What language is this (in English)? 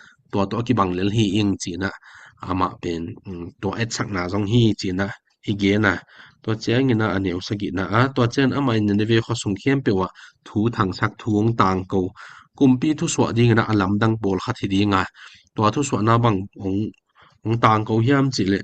Tedim Chin